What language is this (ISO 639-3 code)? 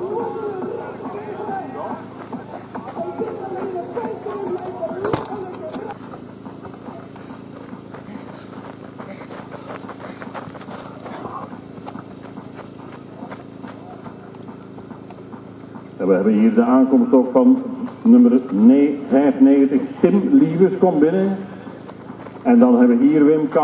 nld